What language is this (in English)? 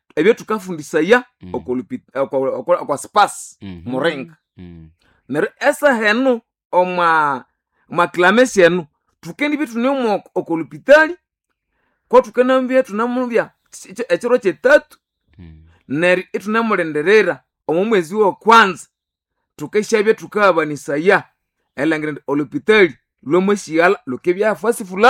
Nande